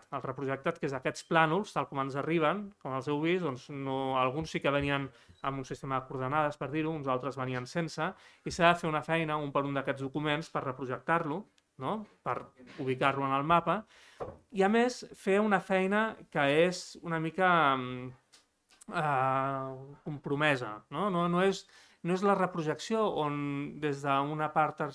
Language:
Catalan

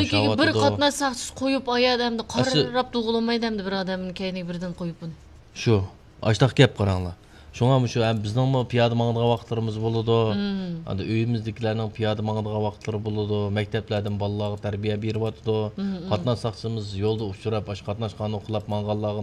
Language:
Uyghur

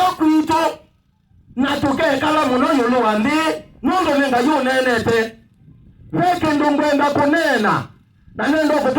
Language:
Kamba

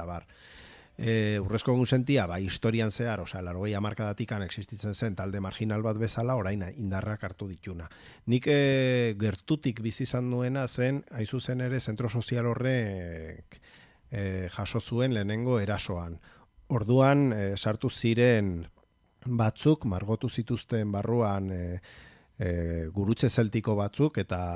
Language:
Basque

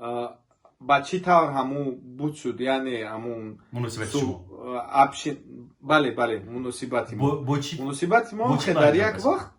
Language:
Tajik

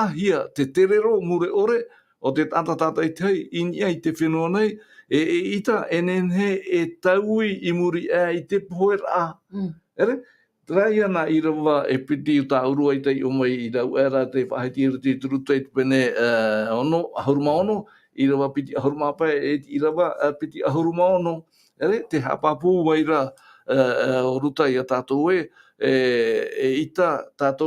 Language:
Tahitian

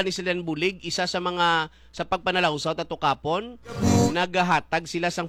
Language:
Hiligaynon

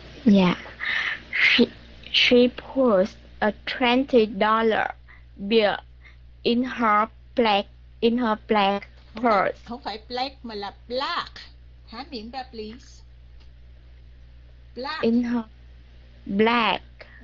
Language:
Vietnamese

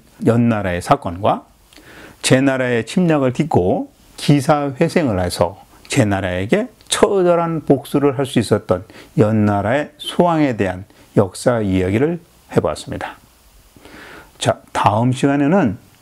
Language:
Korean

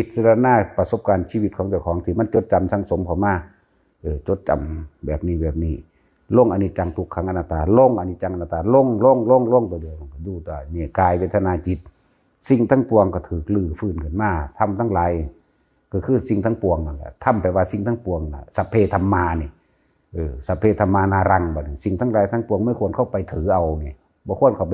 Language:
Northeastern Thai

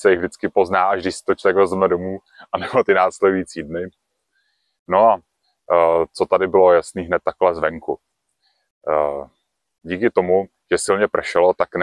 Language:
Czech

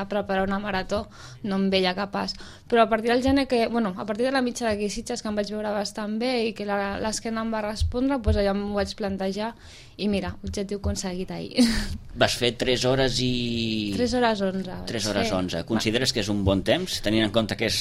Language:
Catalan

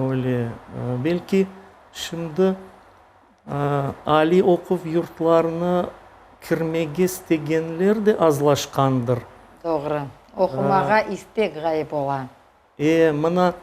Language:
Crimean Tatar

